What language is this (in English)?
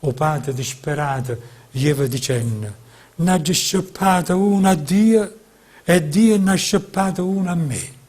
Neapolitan